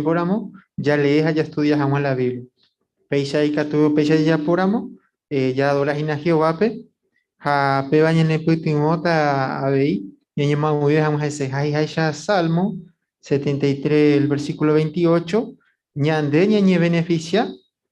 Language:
Guarani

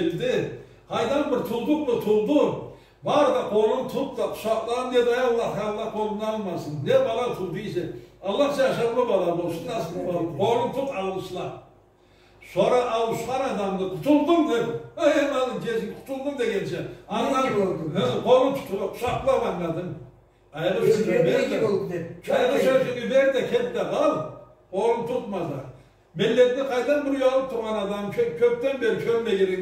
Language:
Karachay-Balkar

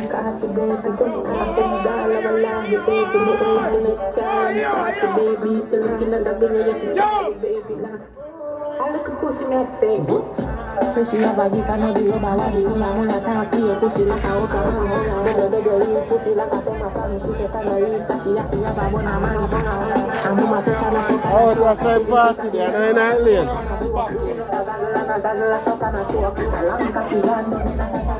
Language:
Jamaican Creole English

